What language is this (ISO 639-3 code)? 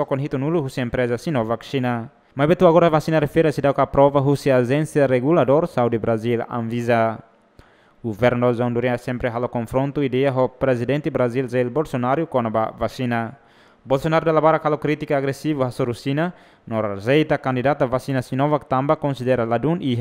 tet